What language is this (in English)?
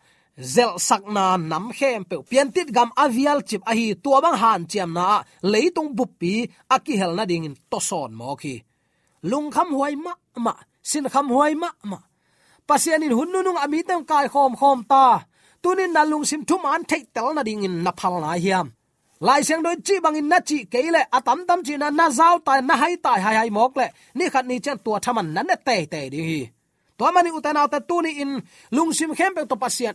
Tedim Chin